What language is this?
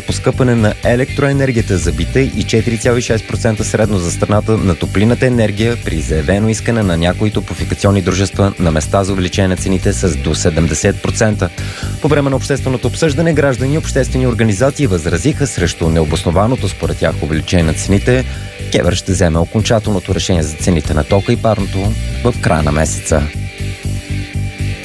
Bulgarian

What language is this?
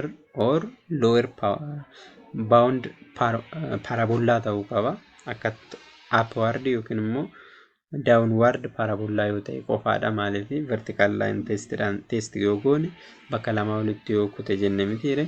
Oromo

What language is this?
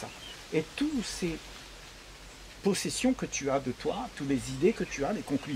French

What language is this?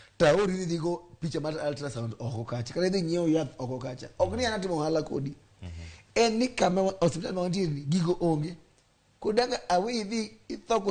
Luo (Kenya and Tanzania)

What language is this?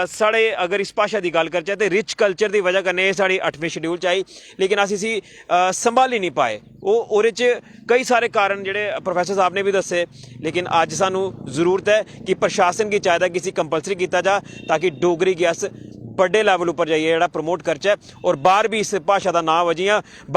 Dogri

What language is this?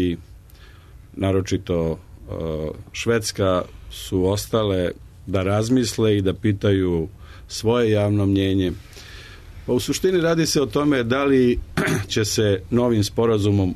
Serbian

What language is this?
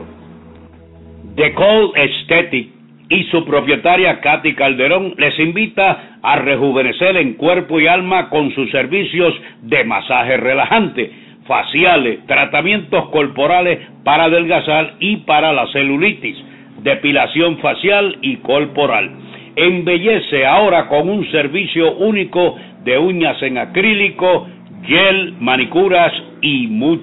Spanish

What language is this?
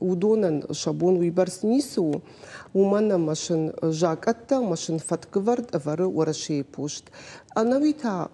Ossetic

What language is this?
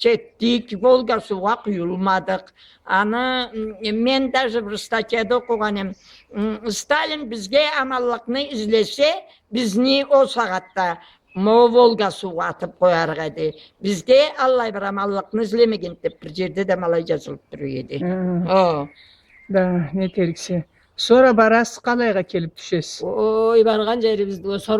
Karachay-Balkar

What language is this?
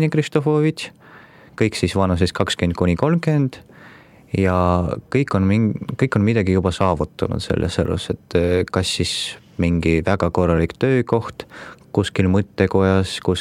Estonian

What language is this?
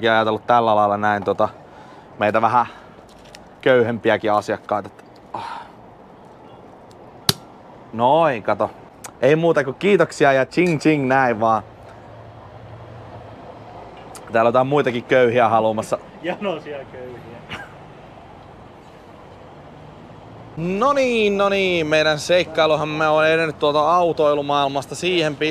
Finnish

